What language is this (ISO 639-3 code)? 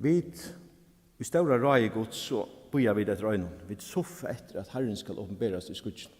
fao